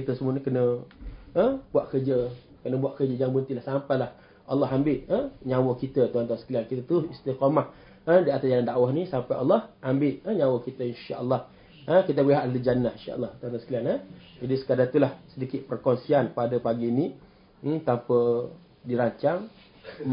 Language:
Malay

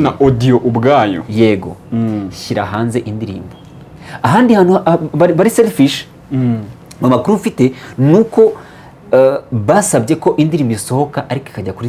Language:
Kinyarwanda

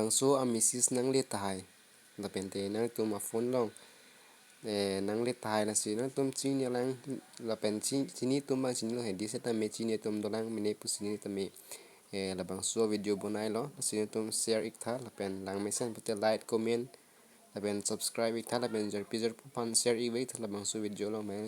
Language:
Karbi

